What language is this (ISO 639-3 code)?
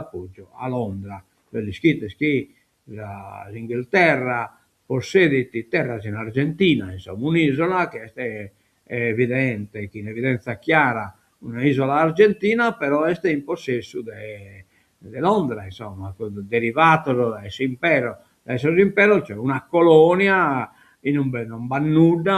srd